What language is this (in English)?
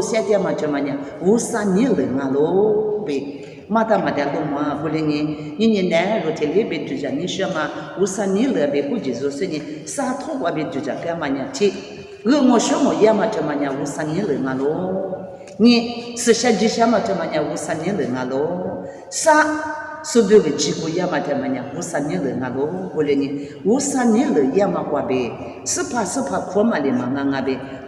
Lisu